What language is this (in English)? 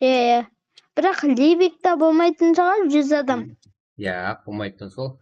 Kara-Kalpak